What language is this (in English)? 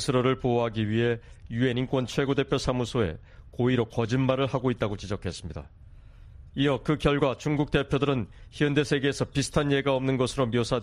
Korean